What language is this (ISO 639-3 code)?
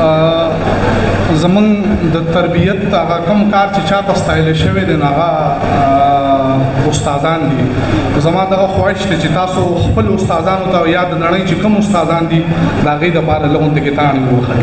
pus